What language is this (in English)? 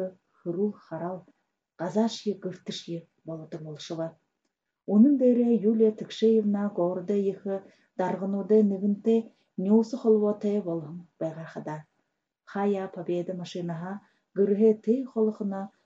Buriat